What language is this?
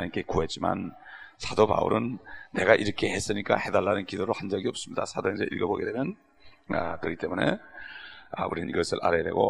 Korean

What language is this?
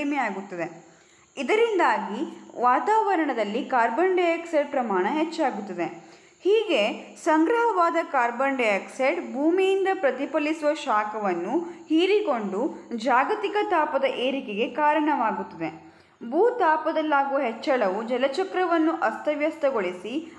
Kannada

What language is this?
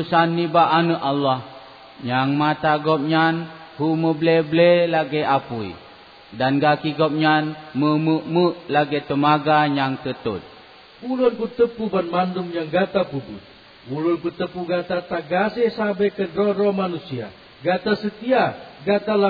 Achinese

